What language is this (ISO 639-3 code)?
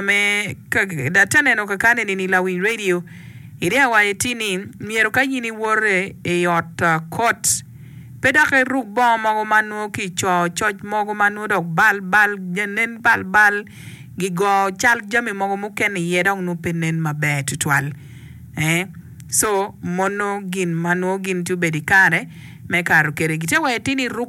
ach